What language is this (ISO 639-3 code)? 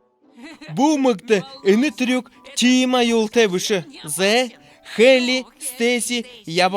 bua